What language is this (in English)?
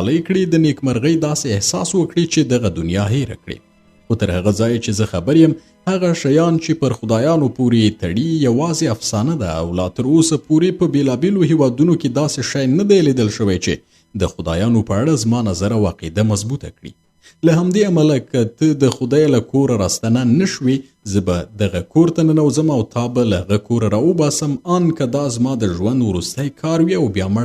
Pashto